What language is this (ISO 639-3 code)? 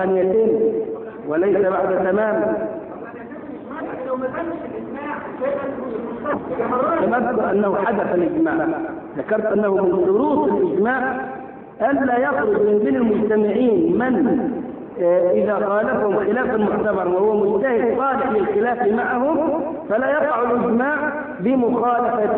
ara